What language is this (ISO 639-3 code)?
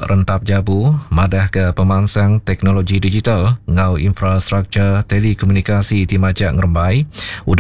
iba